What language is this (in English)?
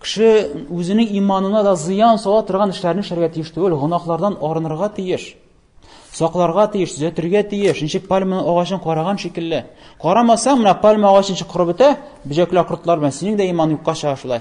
Tatar